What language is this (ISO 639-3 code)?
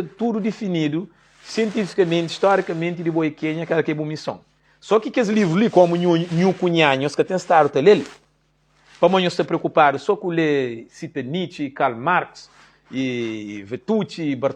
kea